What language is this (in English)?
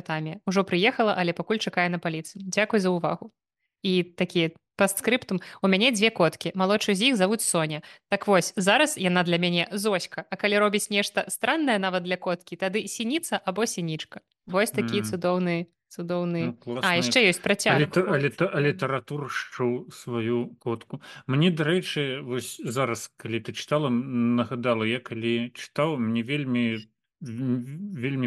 Belarusian